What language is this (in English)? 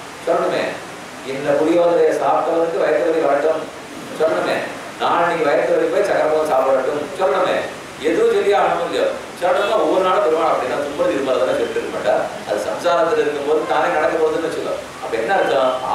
Tamil